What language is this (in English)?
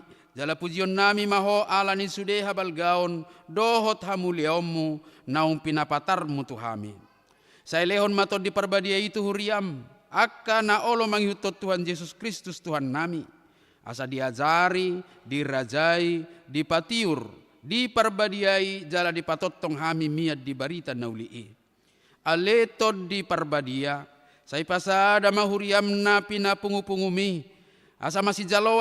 Batak Toba